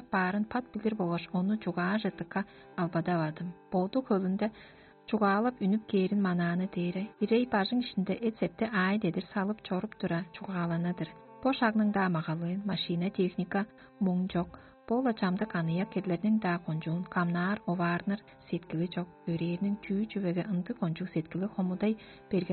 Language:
Tuvinian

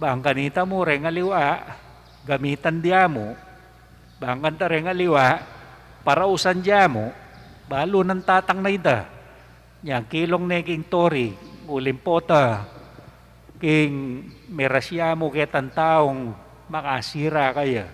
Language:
Pampanga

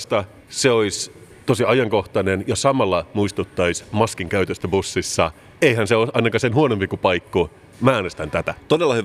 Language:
Finnish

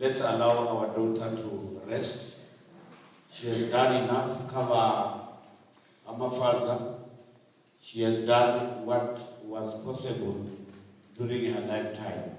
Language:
Venda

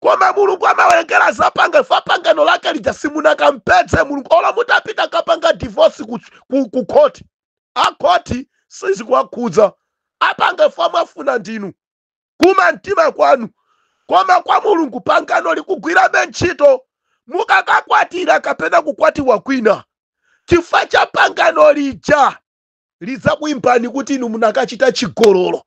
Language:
Nyanja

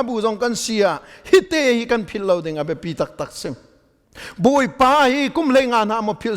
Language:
Hakha Chin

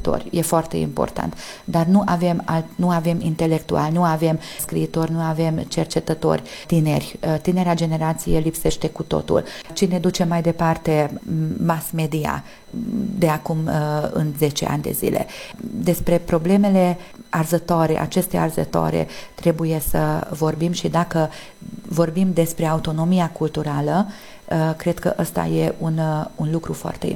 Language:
Romanian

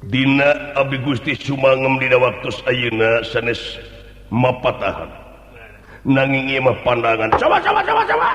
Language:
Sundanese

